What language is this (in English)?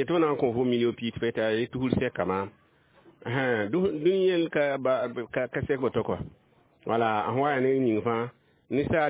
Mossi